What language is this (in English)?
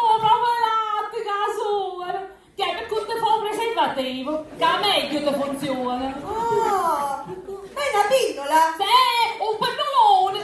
Sicilian